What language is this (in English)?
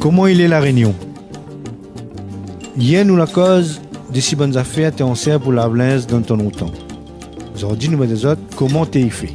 Réunion Creole French